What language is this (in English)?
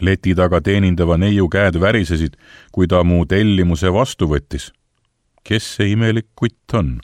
Estonian